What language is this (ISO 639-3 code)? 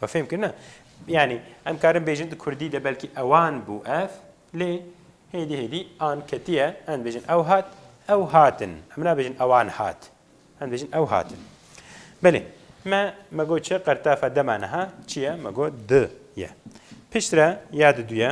kur